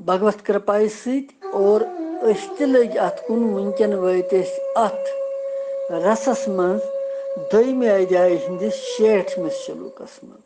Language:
Kashmiri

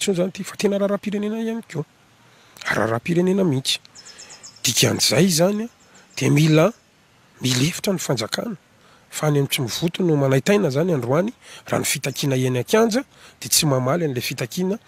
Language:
Malagasy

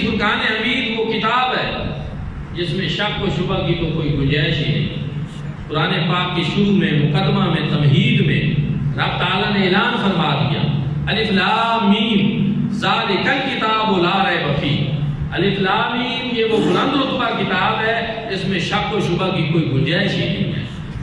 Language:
Urdu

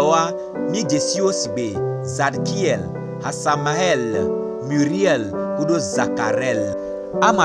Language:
Gen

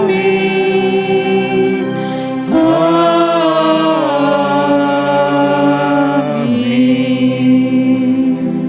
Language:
Batak Karo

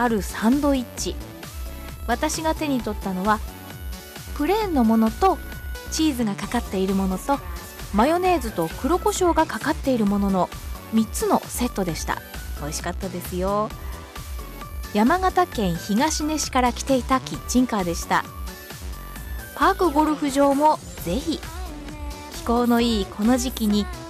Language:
Japanese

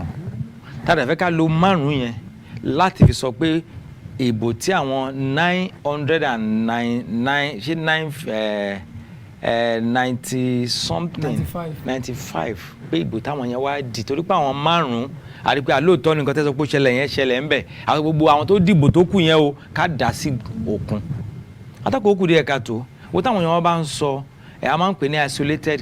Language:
Yoruba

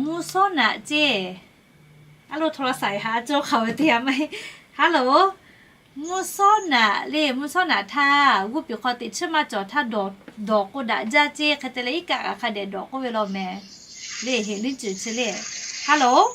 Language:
Lahu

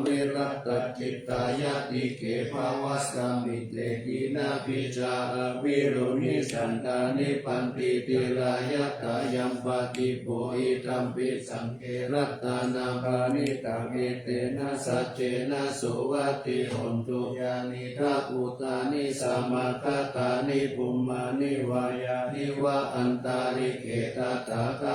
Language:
Pali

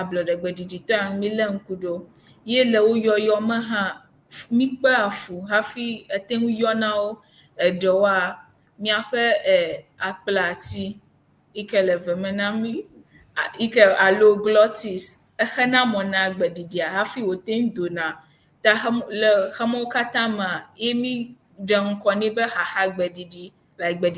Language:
Ewe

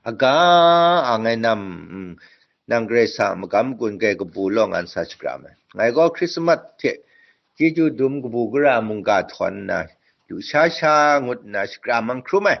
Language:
Kachin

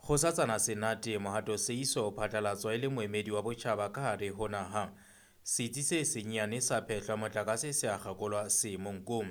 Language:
Southern Sotho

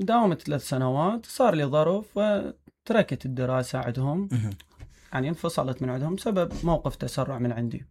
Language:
Mesopotamian Arabic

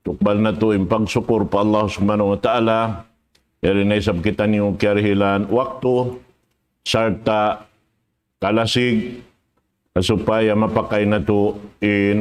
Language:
Tausug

